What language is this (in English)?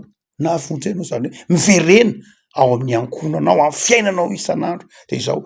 Malagasy